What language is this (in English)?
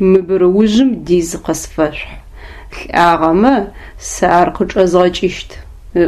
Adyghe